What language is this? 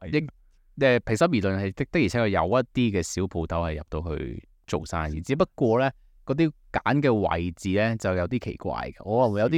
Cantonese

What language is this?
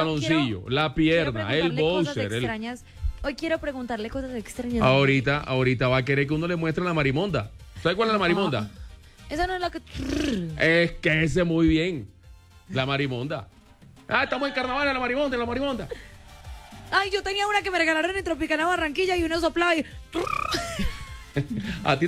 Spanish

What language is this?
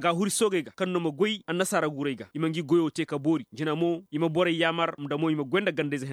Koyraboro Senni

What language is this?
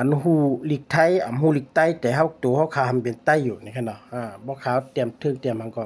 Shan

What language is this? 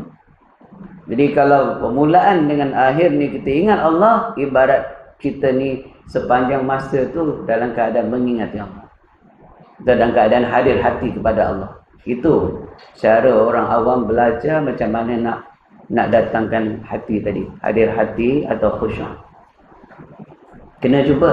Malay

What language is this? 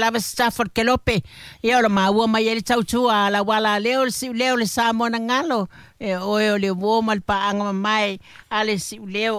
Samoan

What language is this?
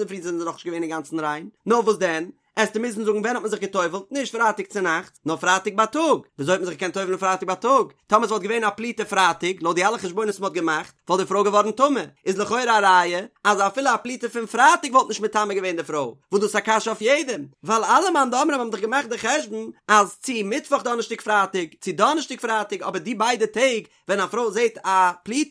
Yiddish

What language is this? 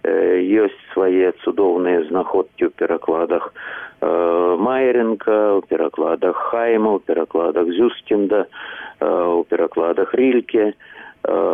Belarusian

